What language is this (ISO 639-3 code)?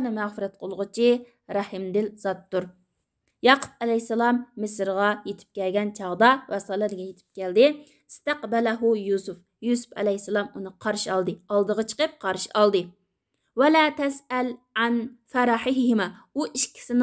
uig